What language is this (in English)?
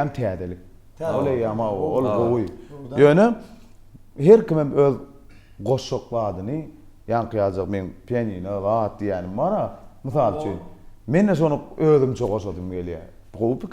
Turkmen